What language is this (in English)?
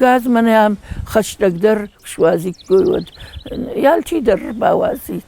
Ossetic